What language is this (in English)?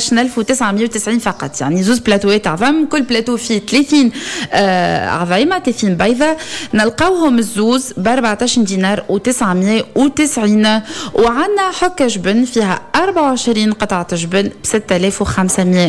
Tunisian Arabic